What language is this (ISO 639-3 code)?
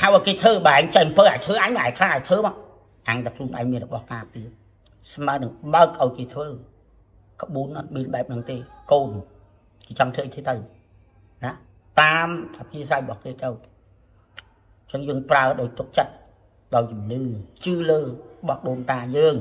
khm